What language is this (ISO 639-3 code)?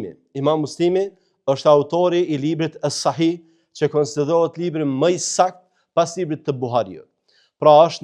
sqi